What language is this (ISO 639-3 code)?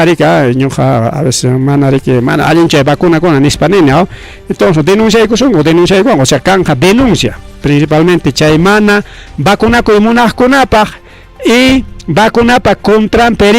quy